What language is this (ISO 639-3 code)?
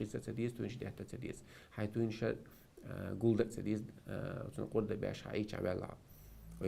che